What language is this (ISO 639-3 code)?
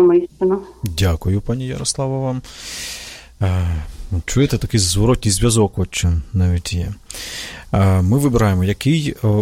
ukr